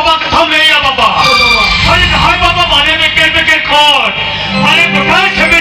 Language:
Santali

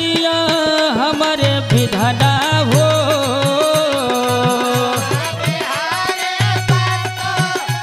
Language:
Bhojpuri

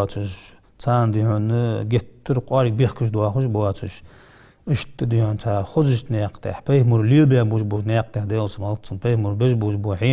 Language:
Ingush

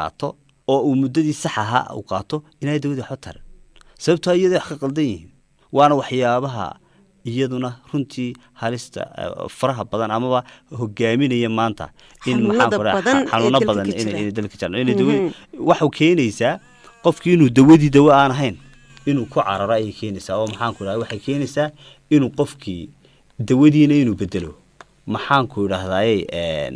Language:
Somali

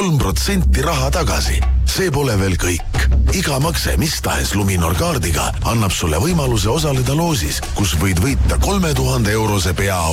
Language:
Estonian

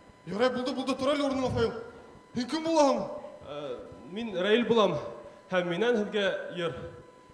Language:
Bashkir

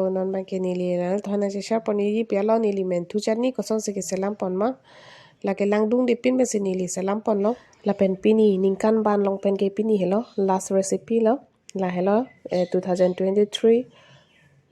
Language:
Karbi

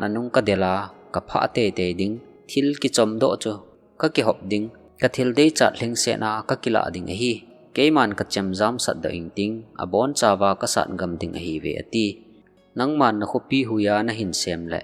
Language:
Thado Chin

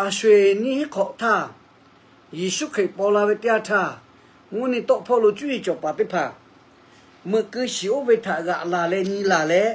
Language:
Lahu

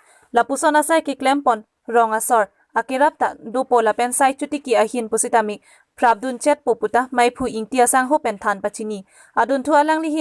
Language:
Karbi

